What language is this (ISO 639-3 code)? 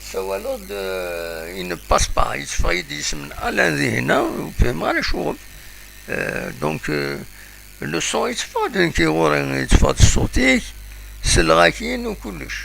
kab